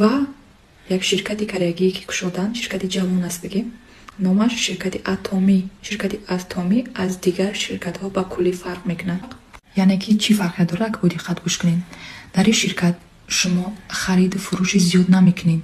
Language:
Tajik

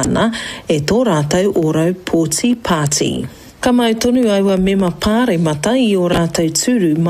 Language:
Māori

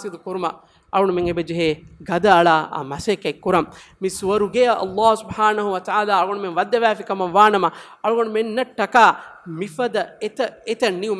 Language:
Divehi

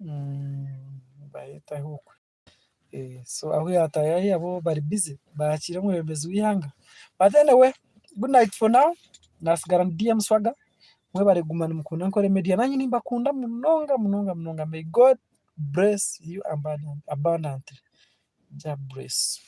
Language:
Nyankole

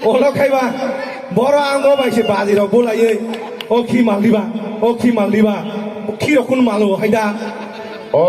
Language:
Kok Borok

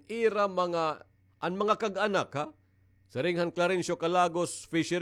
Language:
Waray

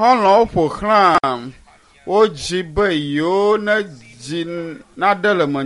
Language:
Ewe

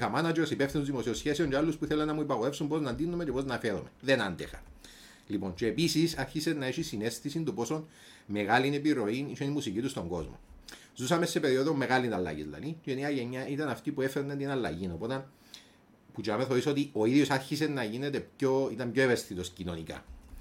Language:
Greek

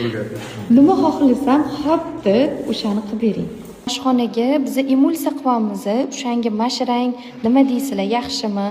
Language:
Uzbek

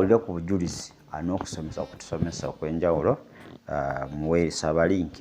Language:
Ganda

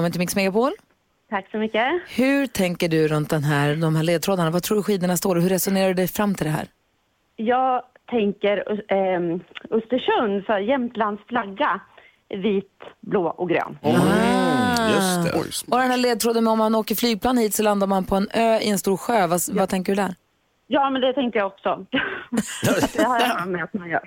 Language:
Swedish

